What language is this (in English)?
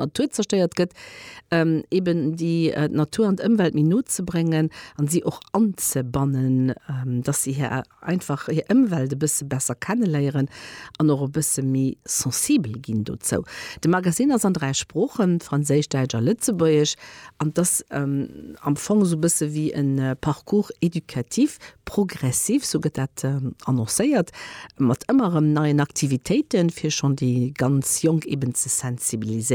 Luxembourgish